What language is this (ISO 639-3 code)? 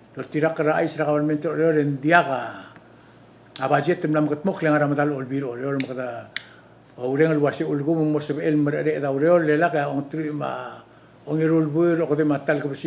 pau